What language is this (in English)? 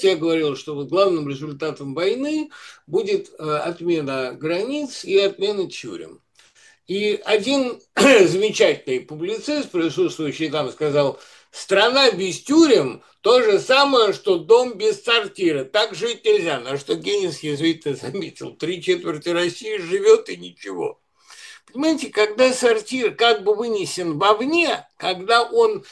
Russian